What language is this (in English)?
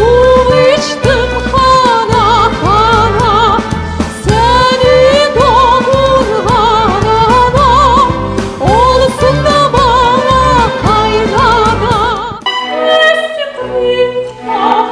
Crimean Tatar